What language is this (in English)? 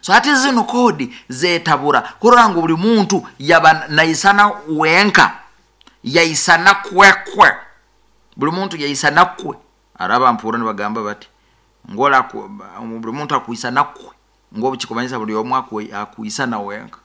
Nyoro